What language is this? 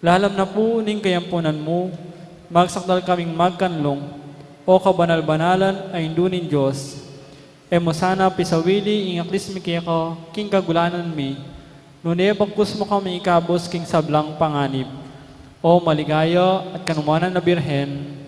Pampanga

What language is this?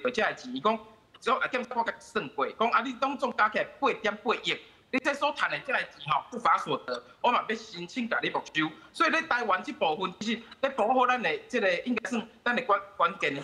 Min Nan Chinese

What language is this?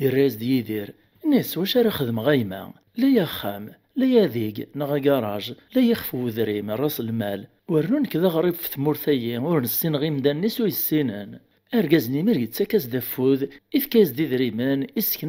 Kabyle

